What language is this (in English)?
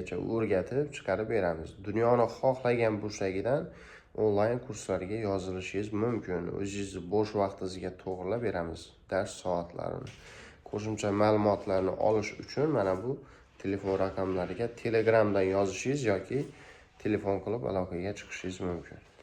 Uzbek